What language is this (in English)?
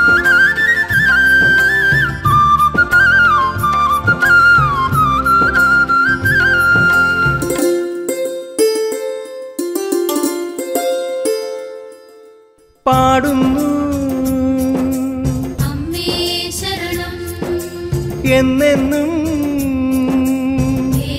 Malayalam